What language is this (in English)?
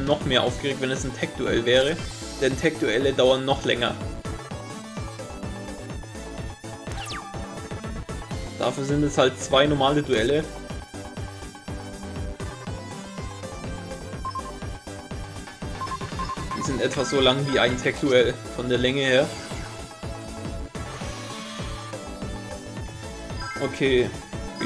German